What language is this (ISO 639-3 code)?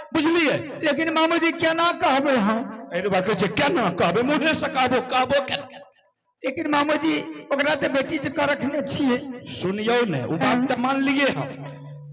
mai